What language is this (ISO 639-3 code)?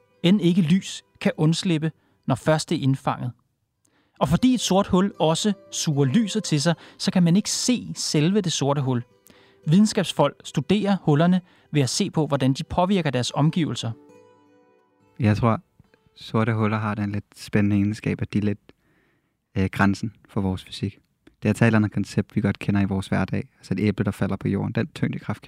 dan